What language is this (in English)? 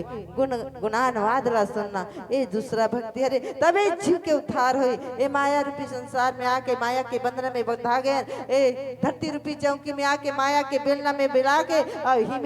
Chhattisgarhi